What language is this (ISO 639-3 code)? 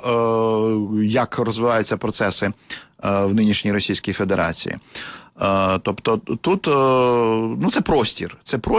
ukr